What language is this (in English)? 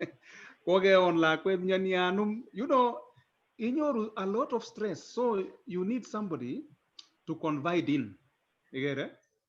Kalenjin